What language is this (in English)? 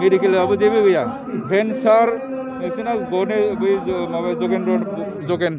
Bodo